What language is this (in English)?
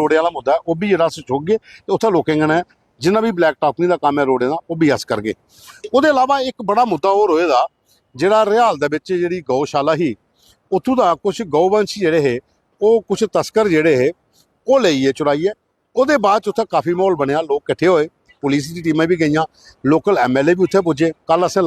Dogri